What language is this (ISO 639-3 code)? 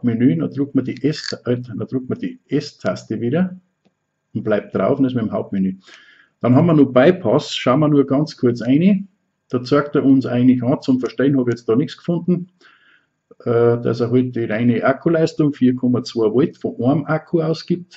bar